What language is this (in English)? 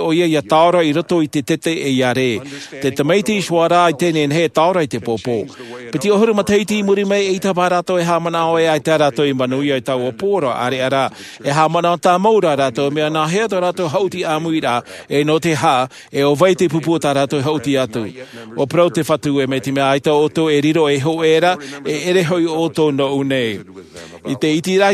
Tahitian